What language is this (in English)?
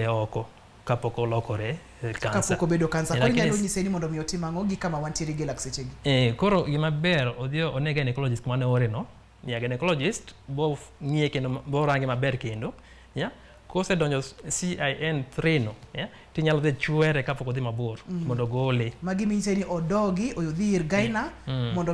Luo (Kenya and Tanzania)